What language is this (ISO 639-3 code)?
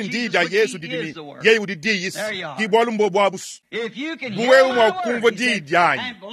lua